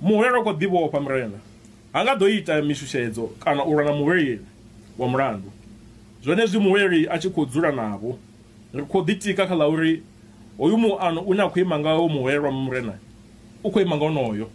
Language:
Venda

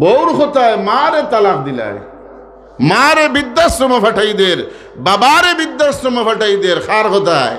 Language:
Sylheti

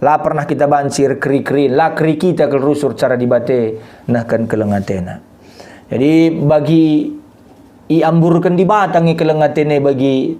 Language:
Batak Karo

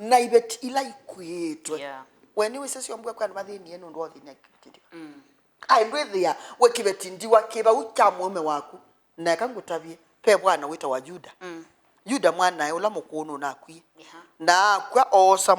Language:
Kamba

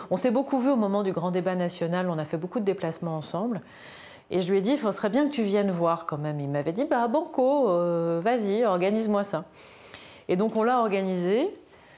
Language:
French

